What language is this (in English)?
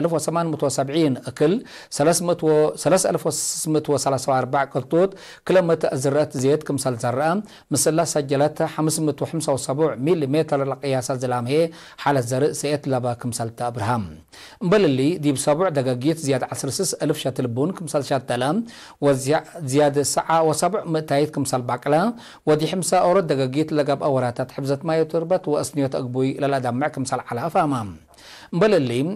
Tigre